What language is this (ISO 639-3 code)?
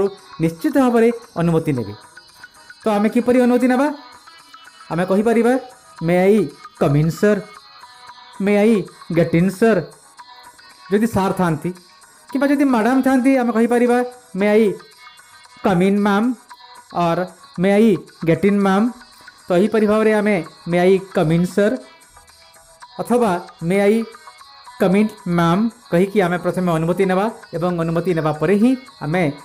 ori